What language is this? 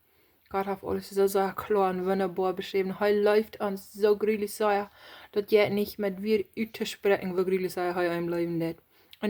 Plautdietsch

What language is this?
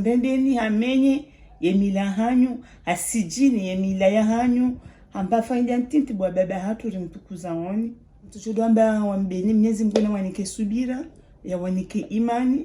Ngazidja Comorian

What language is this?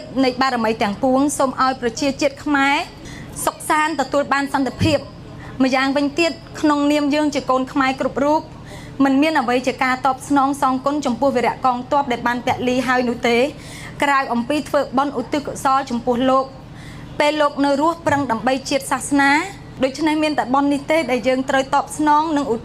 Khmer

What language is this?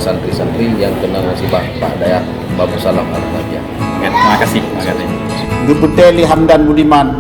Achinese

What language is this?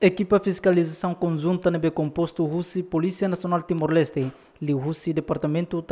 Tetum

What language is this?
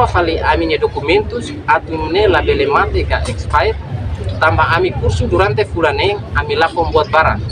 Tetum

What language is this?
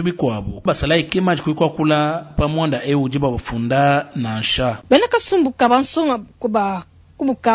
Luba-Lulua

